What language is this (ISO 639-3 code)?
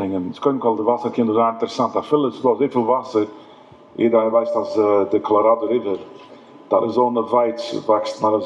yid